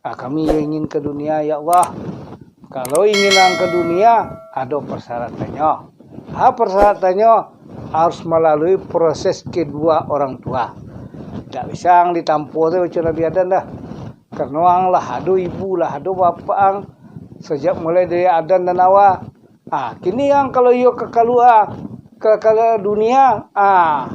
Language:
Minangkabau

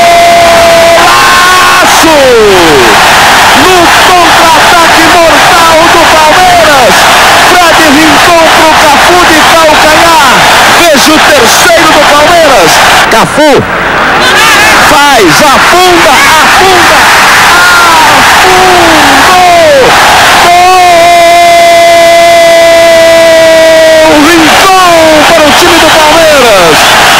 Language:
Portuguese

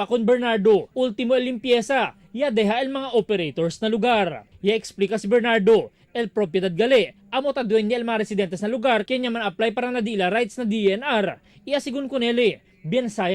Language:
Chavacano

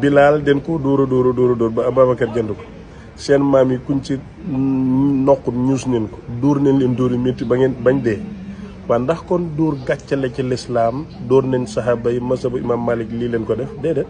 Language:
Wolof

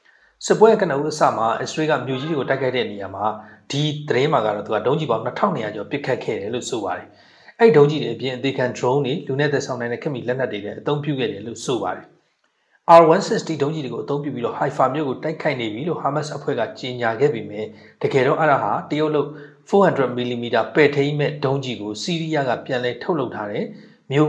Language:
Burmese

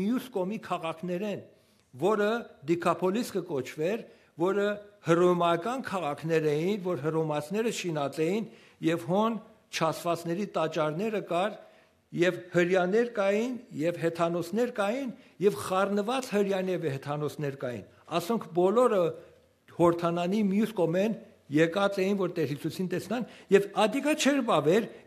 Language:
Western Armenian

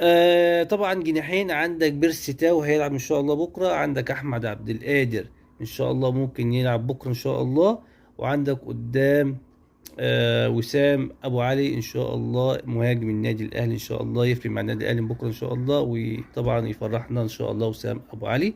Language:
Egyptian Arabic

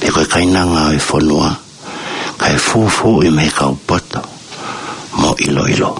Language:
Tongan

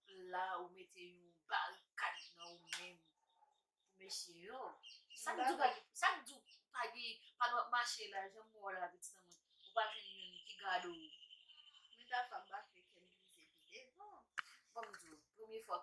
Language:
Haitian Creole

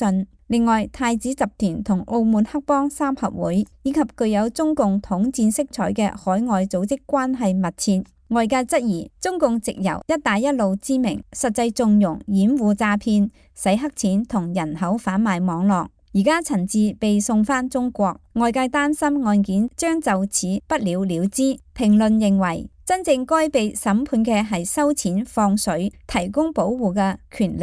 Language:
Cantonese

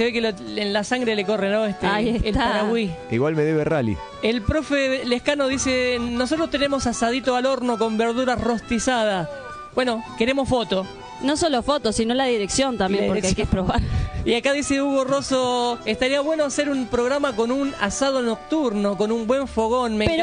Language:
Spanish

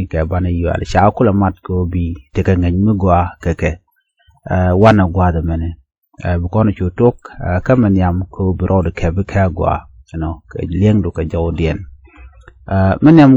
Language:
Nuer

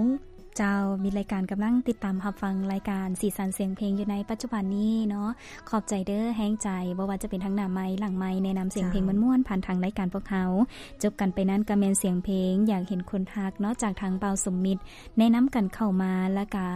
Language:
Lao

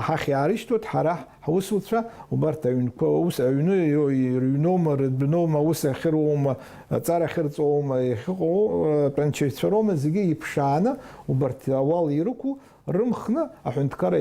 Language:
Abkhazian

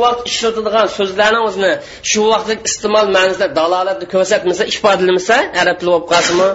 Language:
Uyghur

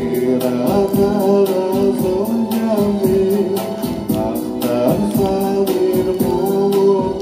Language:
Yakut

